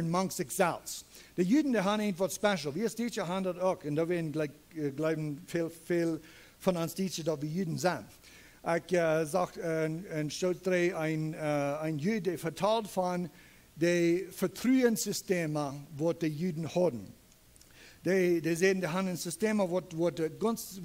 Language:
Plautdietsch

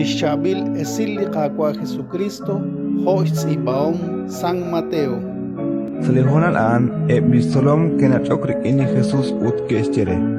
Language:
Kekchí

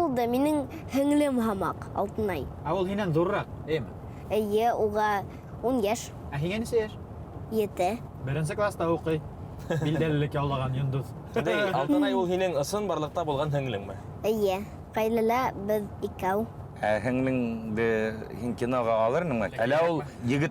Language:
Bashkir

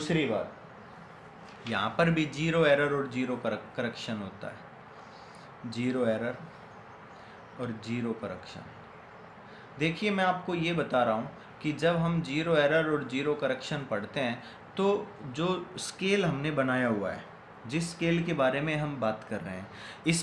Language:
Hindi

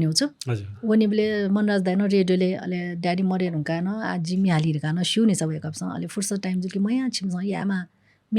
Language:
Newari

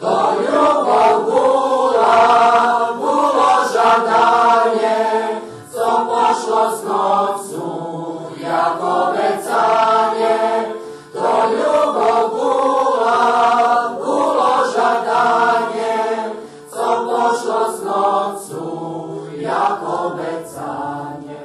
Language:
Rusyn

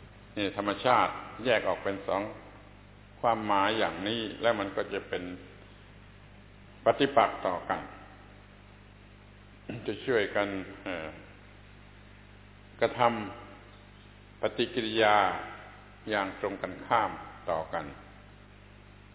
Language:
Thai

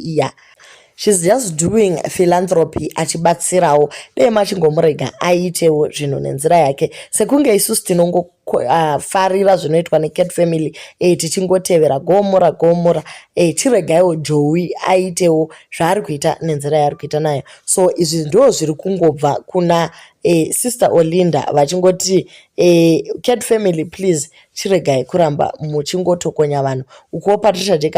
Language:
Shona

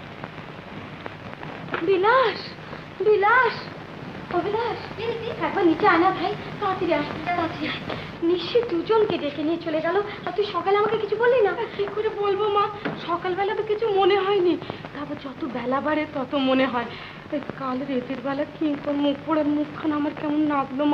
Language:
Bangla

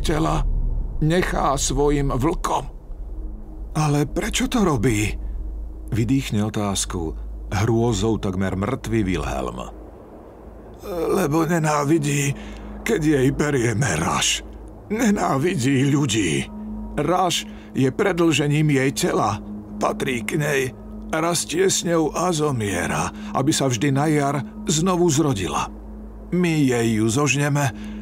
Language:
Slovak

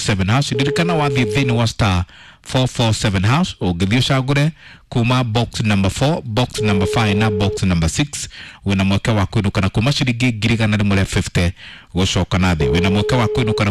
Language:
Kikuyu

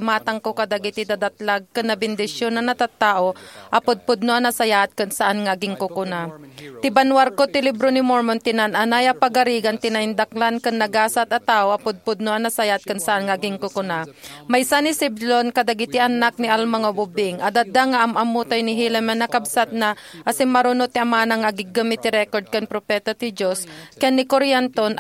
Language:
Iloko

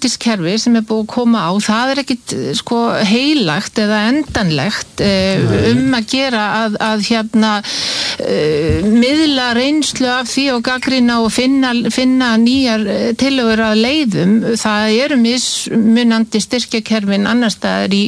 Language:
Icelandic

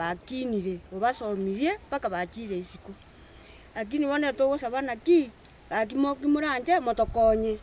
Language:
Gusii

